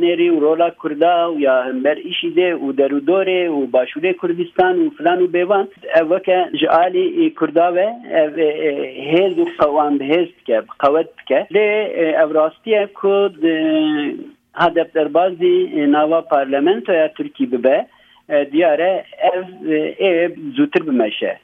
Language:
Kurdish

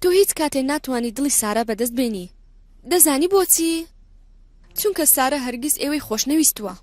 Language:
Central Kurdish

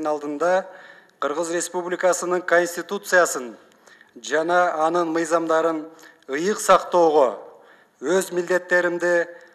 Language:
Kyrgyz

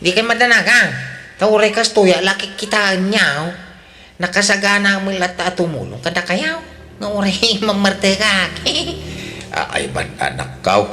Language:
Iloko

